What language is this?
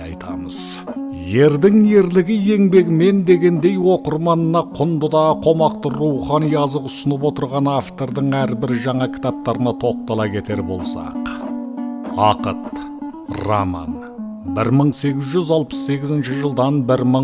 Kazakh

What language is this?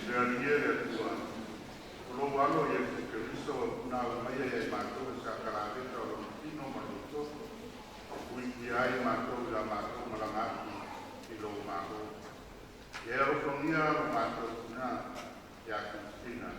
Samoan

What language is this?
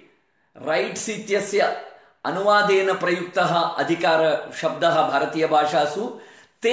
Sanskrit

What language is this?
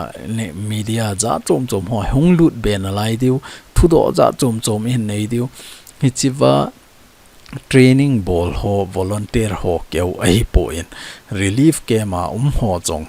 Thado Chin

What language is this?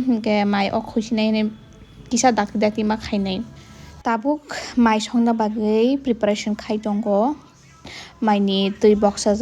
Kok Borok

